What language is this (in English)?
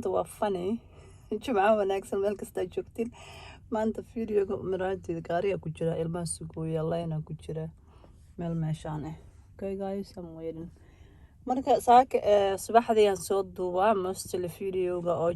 Somali